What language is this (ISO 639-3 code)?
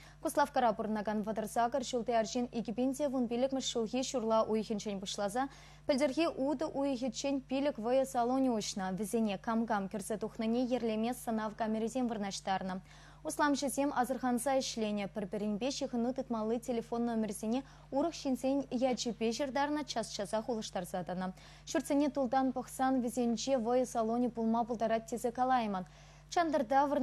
chv